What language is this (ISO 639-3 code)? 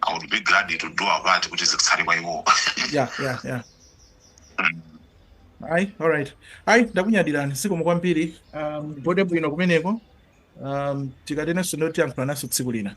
nya